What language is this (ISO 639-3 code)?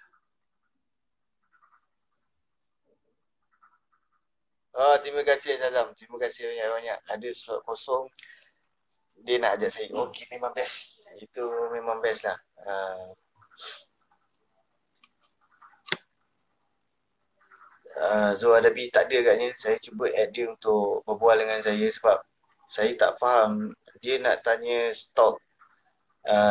msa